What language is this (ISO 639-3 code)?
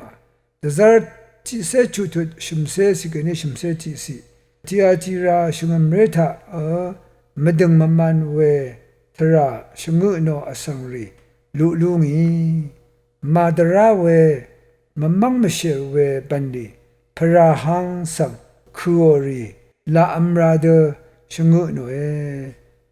raw